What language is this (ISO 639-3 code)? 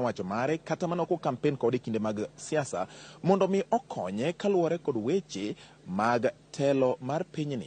luo